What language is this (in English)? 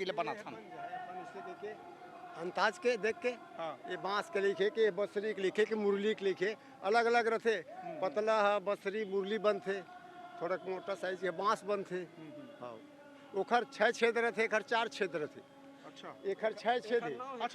Chhattisgarhi